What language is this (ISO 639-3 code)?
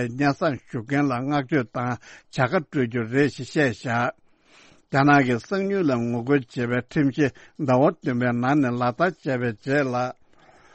bod